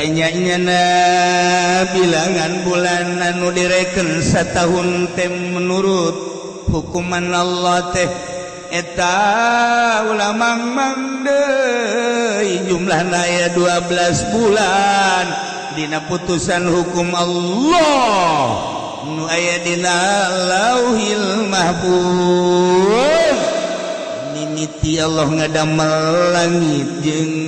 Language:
Sundanese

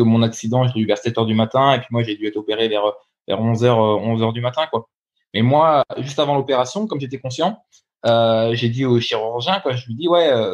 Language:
French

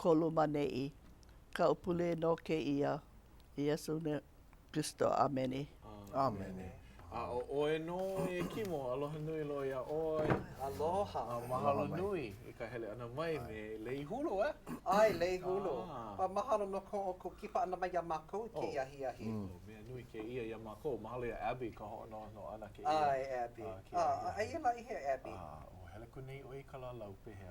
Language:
Hawaiian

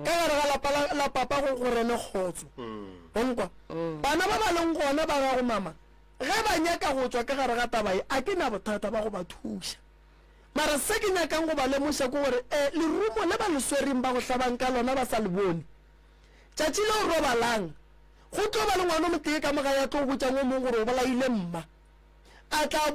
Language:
Northern Sotho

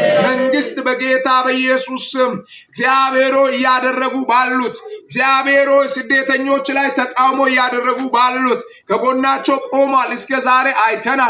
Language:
Amharic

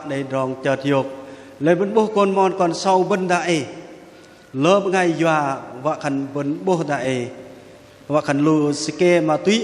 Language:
Bahnar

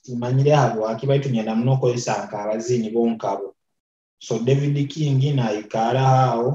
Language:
Nyoro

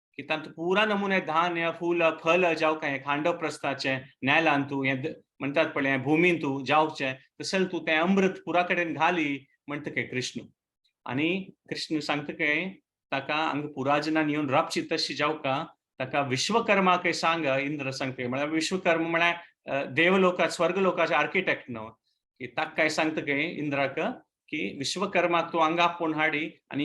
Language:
Konkani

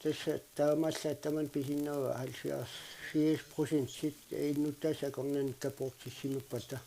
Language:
Kalaallisut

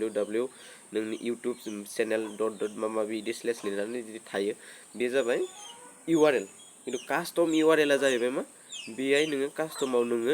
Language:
Bodo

